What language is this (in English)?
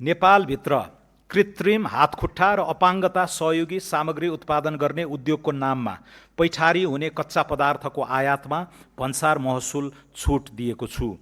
Nepali